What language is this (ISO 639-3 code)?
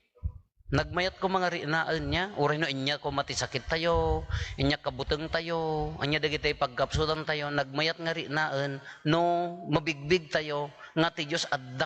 ilo